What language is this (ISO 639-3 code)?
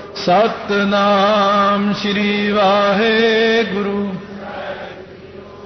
pan